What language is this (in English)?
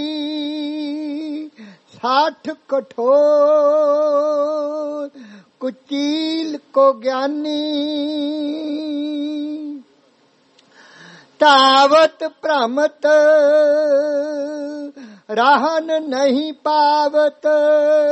Punjabi